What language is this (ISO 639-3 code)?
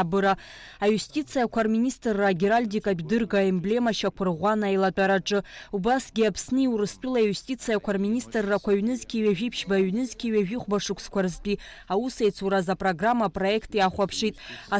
abk